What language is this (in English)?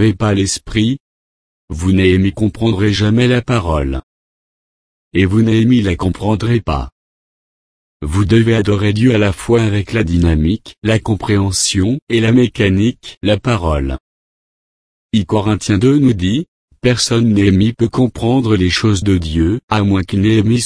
French